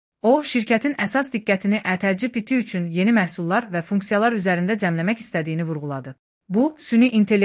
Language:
Azerbaijani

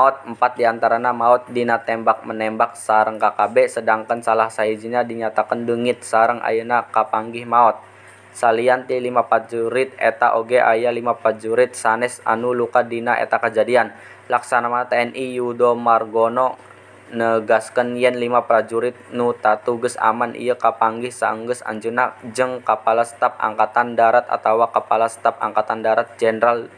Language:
Sundanese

